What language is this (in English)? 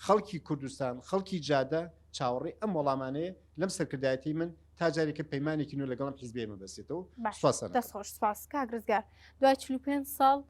Central Kurdish